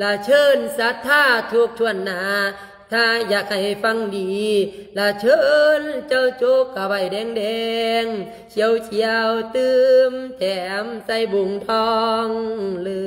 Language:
Lao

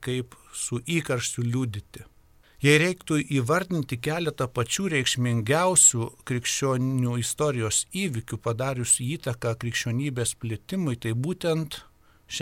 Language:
Lithuanian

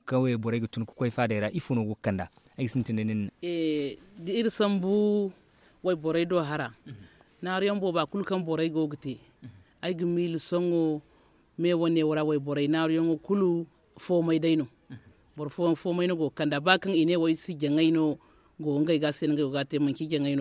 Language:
Zarma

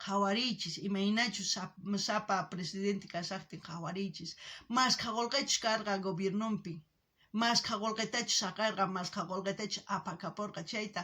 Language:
South Bolivian Quechua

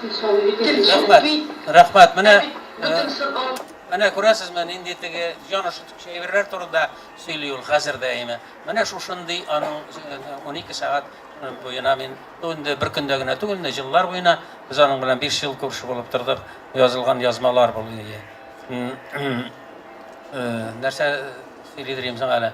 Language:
Tatar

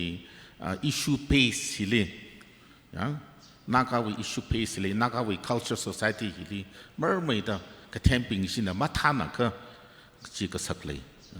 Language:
Tangkhul Naga (India)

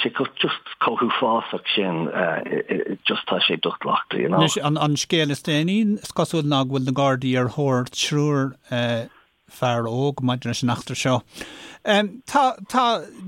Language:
Irish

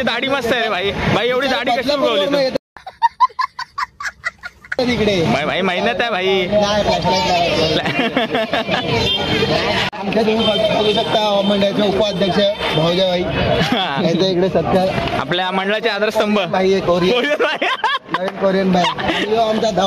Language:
Marathi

